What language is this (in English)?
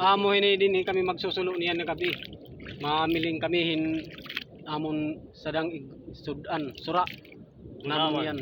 Waray